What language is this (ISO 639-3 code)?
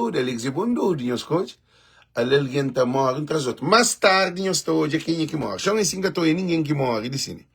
kea